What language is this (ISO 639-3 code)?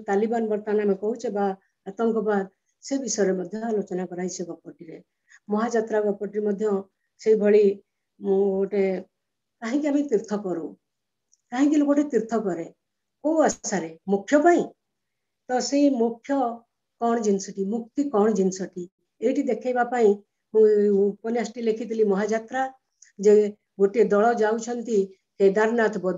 ori